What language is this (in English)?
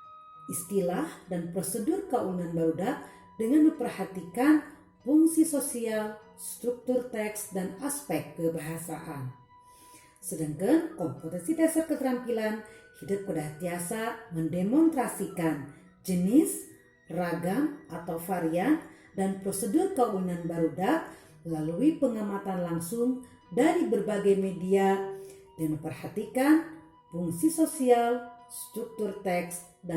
Sundanese